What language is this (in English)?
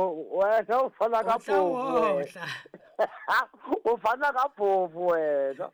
Southern Sotho